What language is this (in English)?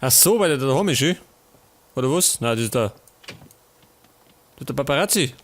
Bavarian